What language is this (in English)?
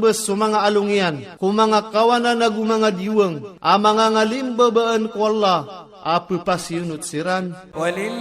Maranao